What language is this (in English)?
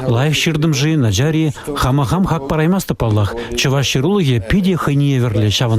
Chuvash